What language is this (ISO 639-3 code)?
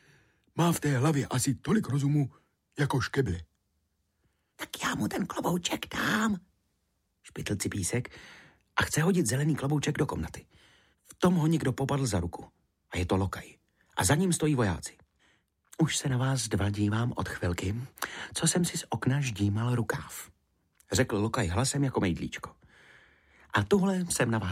ces